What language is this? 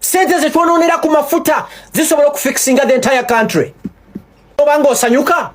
Ganda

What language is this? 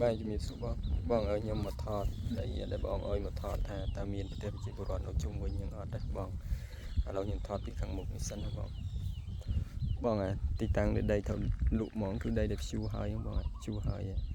Khmer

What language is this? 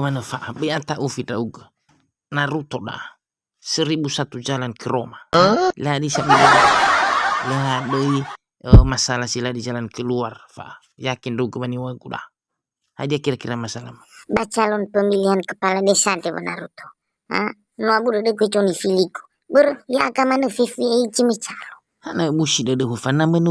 Nias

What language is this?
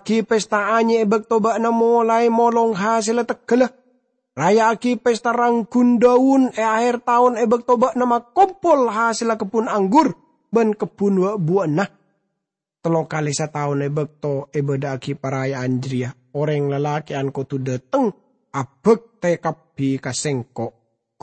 Madurese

